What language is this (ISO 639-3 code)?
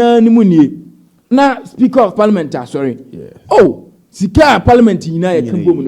aka